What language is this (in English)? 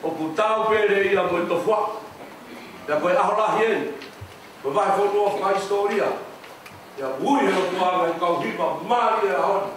Tongan